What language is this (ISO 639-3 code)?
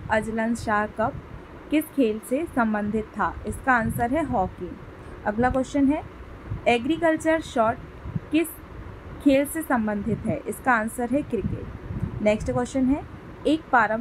hin